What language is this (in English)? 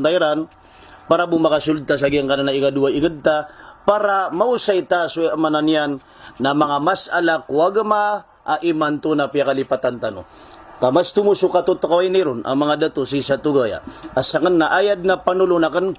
Maranao